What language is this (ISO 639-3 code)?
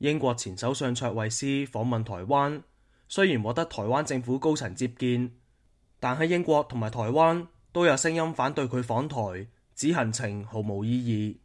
yue